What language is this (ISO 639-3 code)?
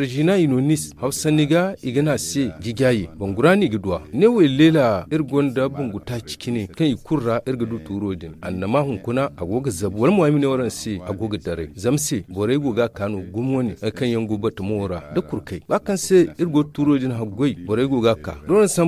dje